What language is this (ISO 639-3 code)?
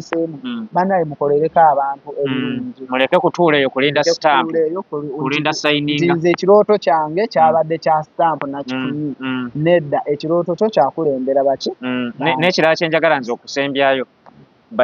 lug